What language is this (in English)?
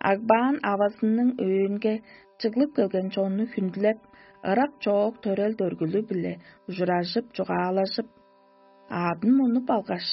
Tuvinian